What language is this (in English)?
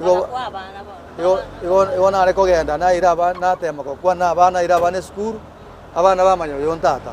Gusii